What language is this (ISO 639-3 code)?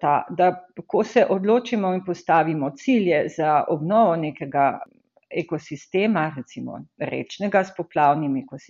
slv